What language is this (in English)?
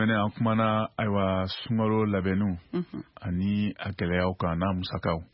Bambara